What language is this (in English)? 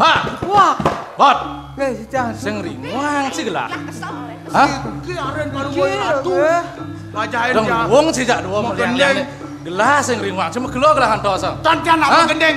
Balinese